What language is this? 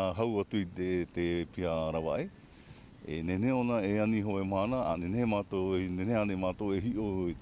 Tahitian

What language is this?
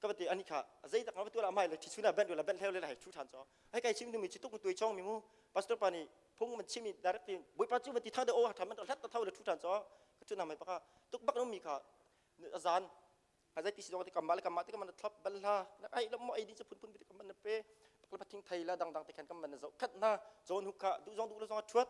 Hakha Chin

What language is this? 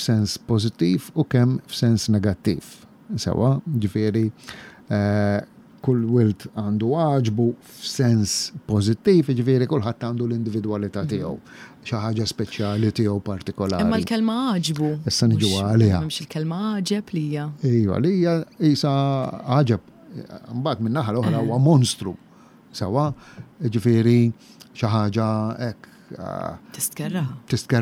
Maltese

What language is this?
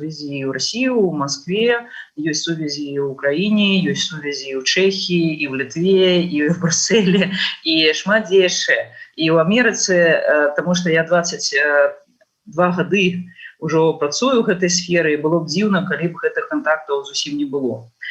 Belarusian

